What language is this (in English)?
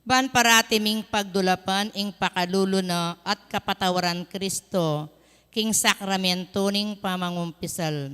Pampanga